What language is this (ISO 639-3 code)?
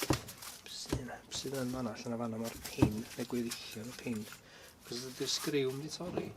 cym